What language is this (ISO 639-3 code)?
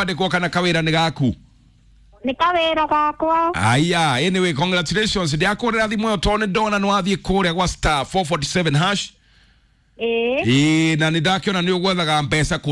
kik